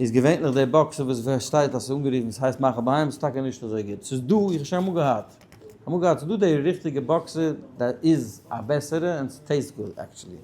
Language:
Yiddish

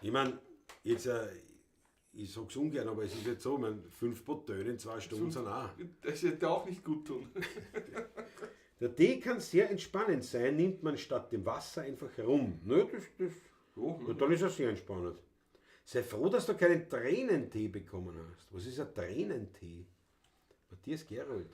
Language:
Bavarian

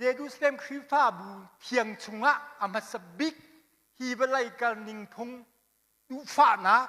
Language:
Hakha Chin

